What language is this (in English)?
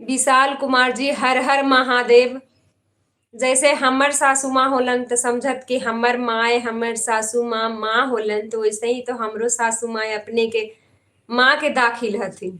Magahi